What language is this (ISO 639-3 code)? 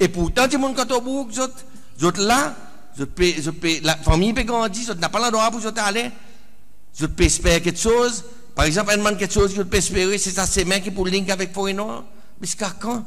crs